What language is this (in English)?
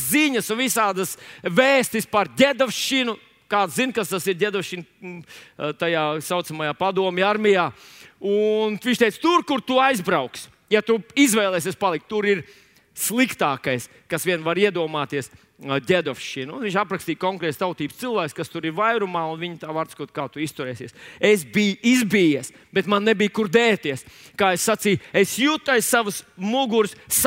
Latvian